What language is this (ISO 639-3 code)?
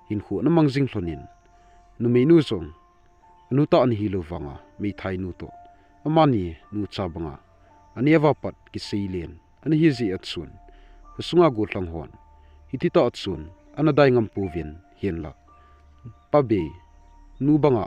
tcz